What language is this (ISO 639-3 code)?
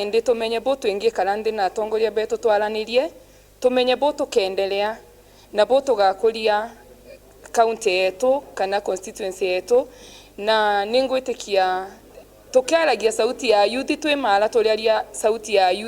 mer